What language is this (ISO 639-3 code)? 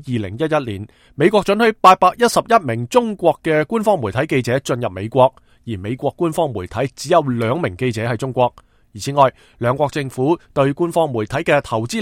yue